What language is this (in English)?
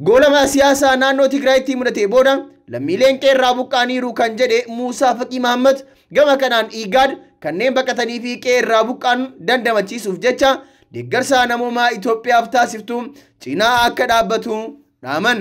Oromo